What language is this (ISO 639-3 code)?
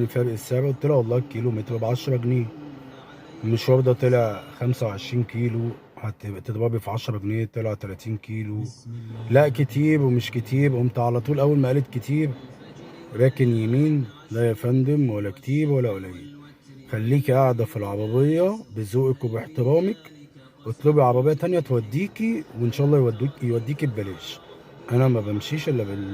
arz